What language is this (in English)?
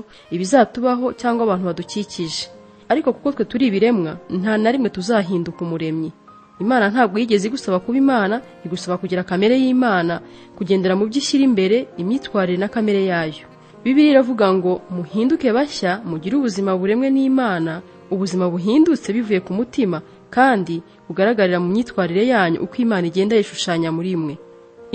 Kinyarwanda